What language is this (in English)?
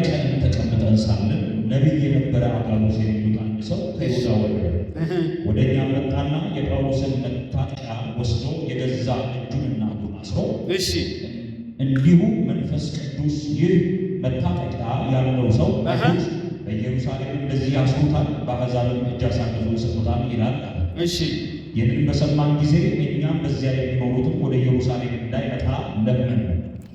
Amharic